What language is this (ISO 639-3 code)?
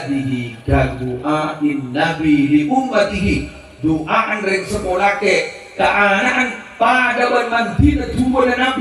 mad